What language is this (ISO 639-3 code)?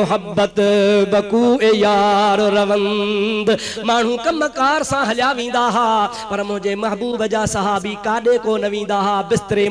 snd